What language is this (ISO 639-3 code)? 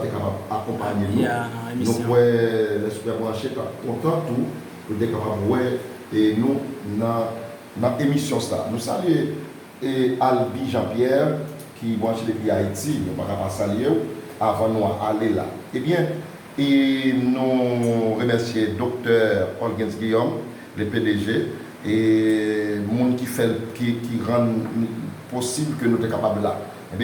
hat